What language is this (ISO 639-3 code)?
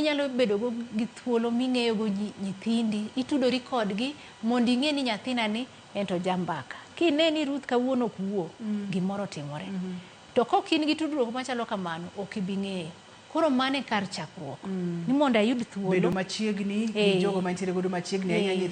luo